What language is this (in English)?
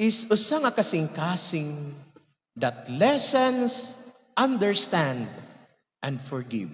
Waray